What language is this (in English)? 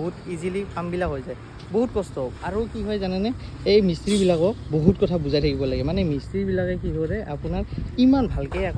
Assamese